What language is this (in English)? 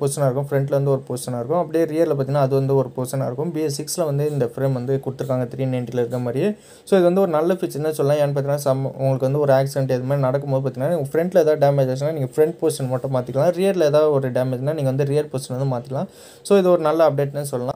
Tamil